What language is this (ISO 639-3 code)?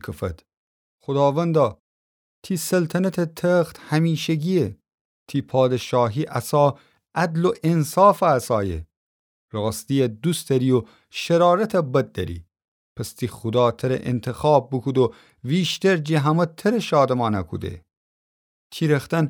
glk